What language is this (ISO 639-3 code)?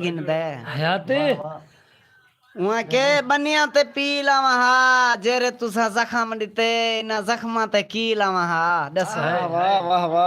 skr